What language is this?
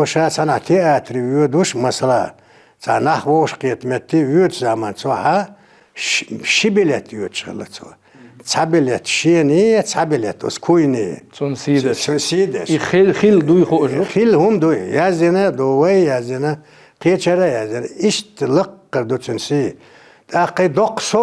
Chechen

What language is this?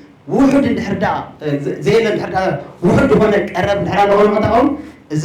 Tigrinya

